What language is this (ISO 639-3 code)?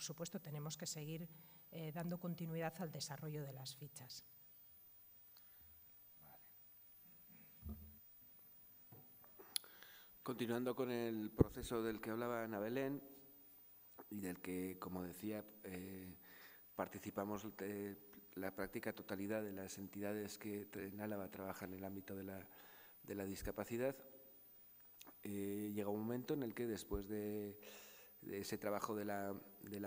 spa